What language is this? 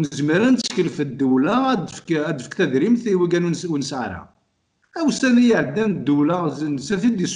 Kabyle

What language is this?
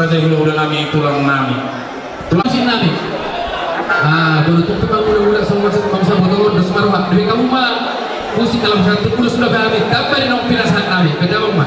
Batak Toba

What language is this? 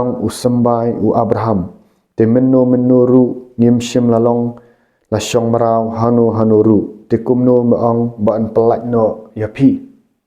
Khasi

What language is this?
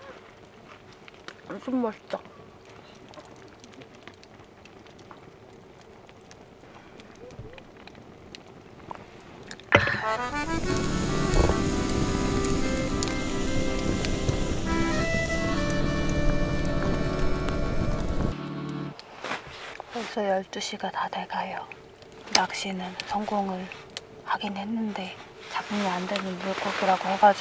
Korean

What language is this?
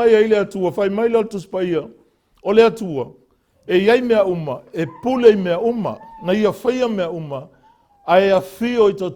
Samoan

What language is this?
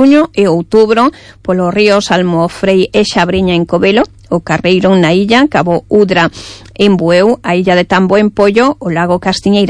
Galician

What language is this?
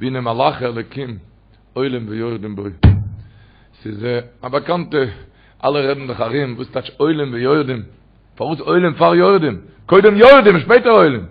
Yiddish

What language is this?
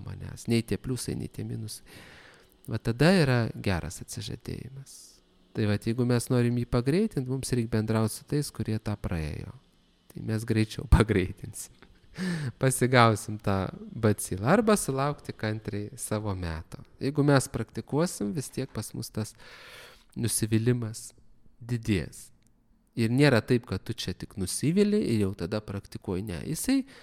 Lithuanian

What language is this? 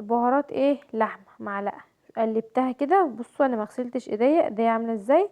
Egyptian Arabic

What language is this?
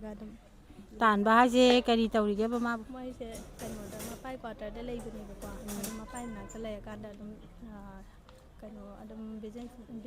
Manipuri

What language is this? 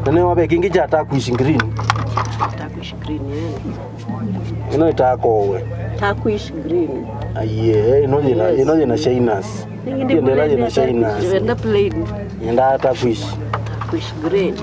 Kamba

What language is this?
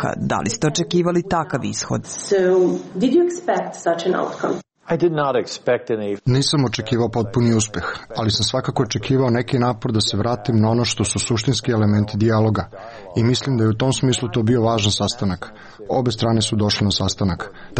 Serbian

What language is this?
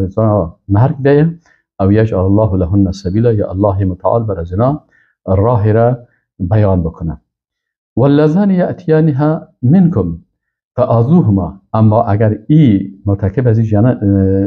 Persian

